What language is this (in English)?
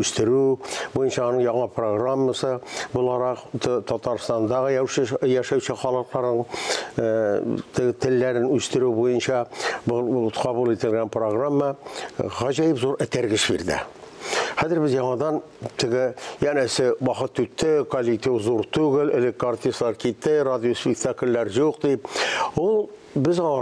Tatar